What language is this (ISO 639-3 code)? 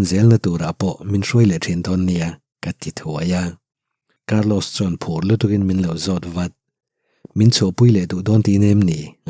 lus